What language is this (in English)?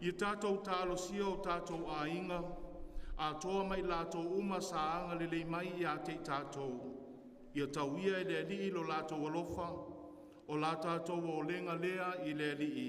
Samoan